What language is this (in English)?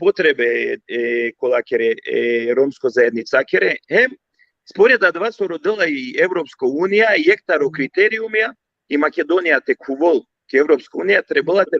Balkan Romani